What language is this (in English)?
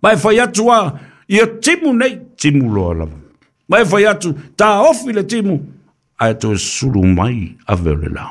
Samoan